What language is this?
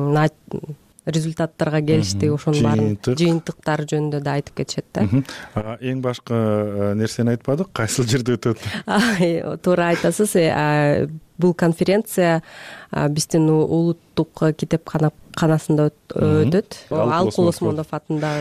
Kyrgyz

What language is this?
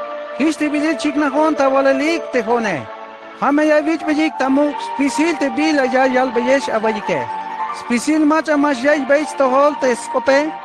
Tzeltal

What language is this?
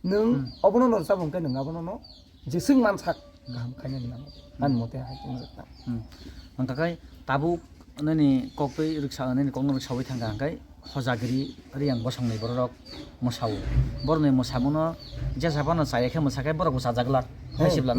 Kok Borok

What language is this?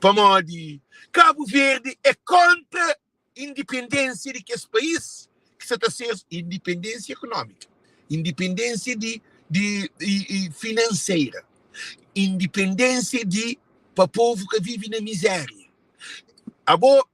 Kabuverdianu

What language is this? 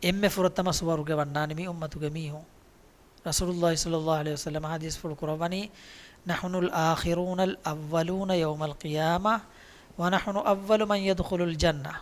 Divehi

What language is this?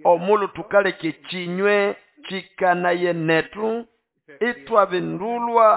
Nande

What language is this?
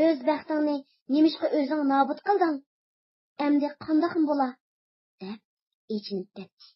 Uyghur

